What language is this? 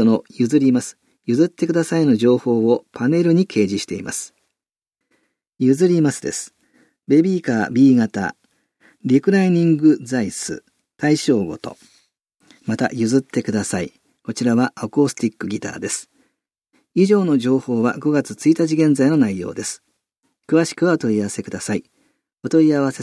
Japanese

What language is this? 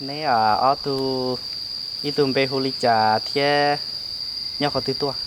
Hmong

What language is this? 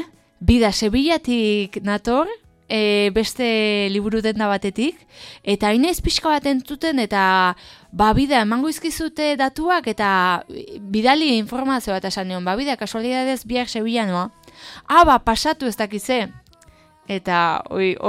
Basque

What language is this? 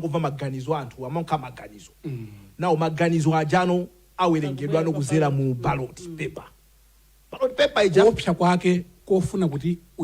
Nyanja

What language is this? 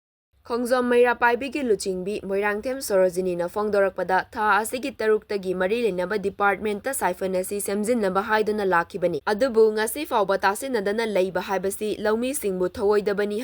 Manipuri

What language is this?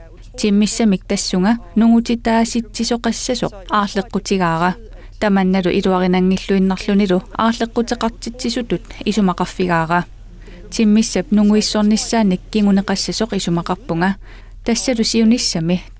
Kalaallisut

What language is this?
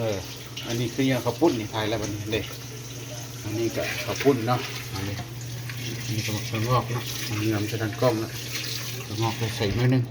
Lao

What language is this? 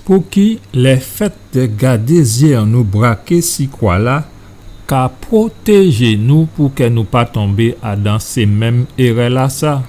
Guadeloupean Creole French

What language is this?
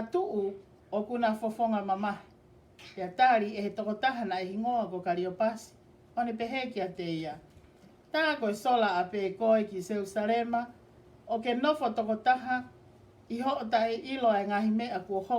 Tongan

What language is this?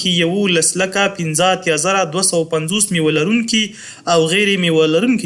Pashto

